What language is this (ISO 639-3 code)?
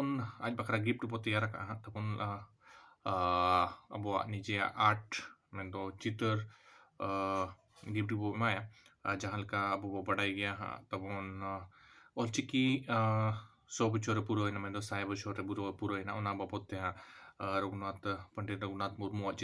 sat